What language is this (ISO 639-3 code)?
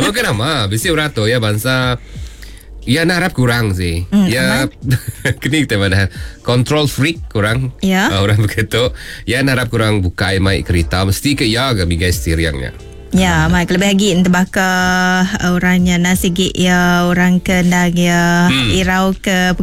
iba